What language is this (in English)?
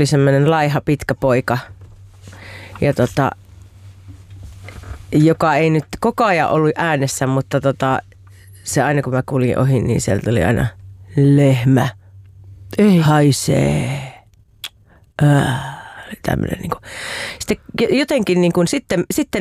Finnish